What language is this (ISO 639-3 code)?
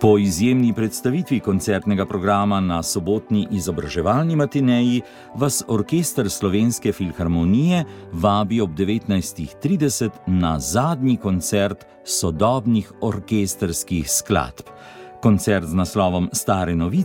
slv